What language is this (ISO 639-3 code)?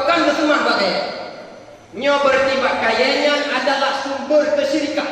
ace